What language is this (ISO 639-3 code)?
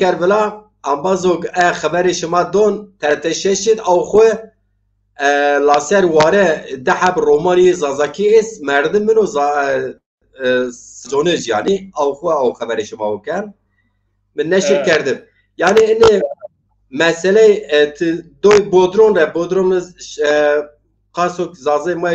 zza